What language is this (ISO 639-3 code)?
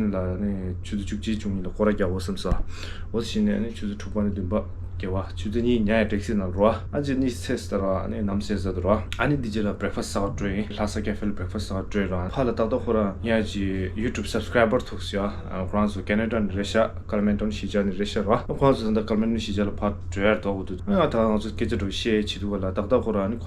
bod